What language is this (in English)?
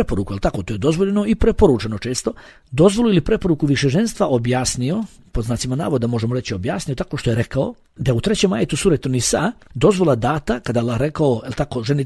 Bosnian